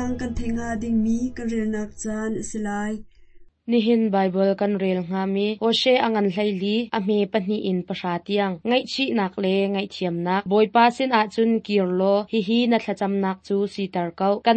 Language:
Hakha Chin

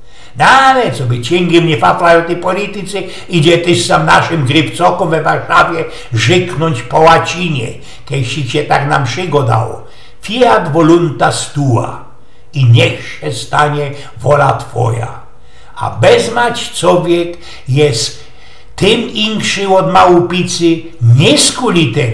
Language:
Silesian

